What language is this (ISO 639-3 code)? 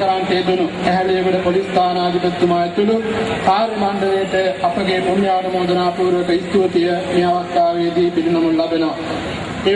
sin